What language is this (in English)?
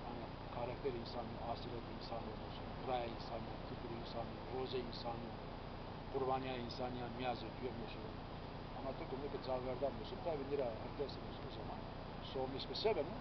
Zaza